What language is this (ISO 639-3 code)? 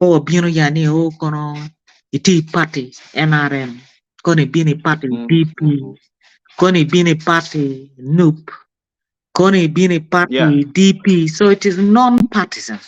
ach